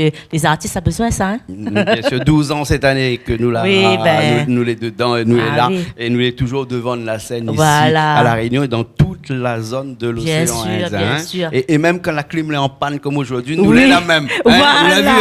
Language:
Réunion Creole French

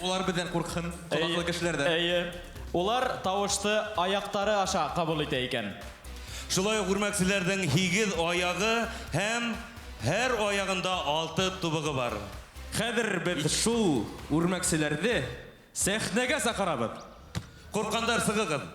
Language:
Bashkir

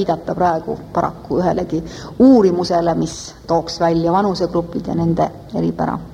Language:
Estonian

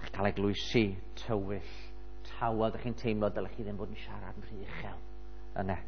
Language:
Welsh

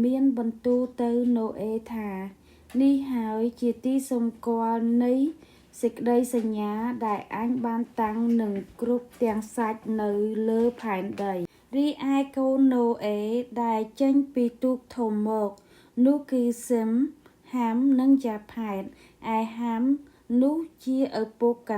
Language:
Khmer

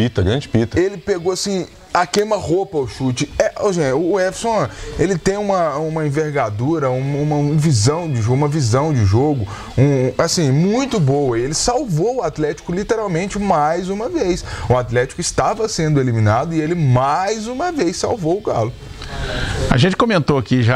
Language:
Portuguese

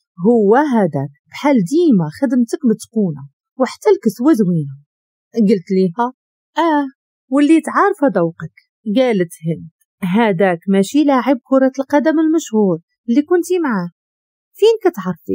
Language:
Moroccan Arabic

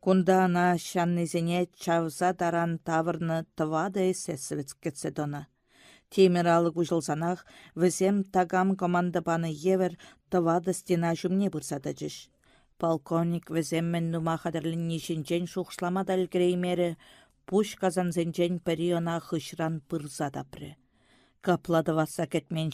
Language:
Chuvash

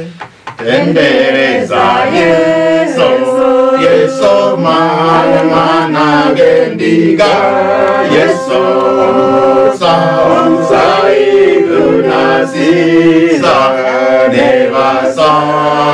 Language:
Swahili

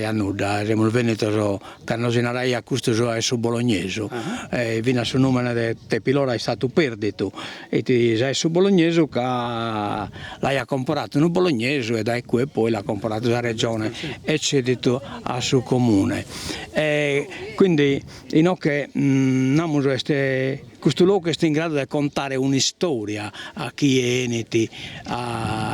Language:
Sardinian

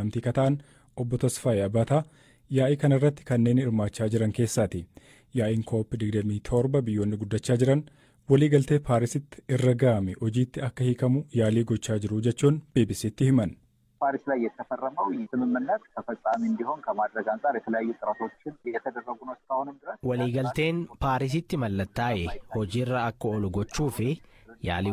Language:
Oromo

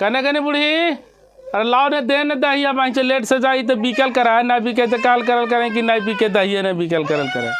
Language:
Magahi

